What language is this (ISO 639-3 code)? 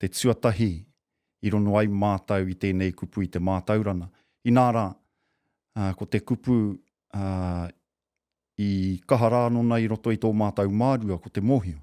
mri